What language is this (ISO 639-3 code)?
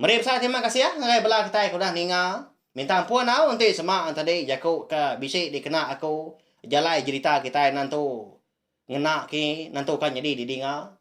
iba